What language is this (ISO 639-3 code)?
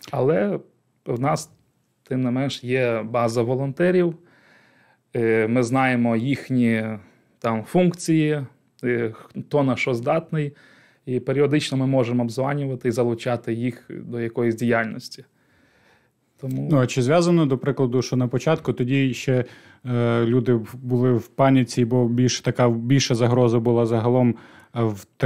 ukr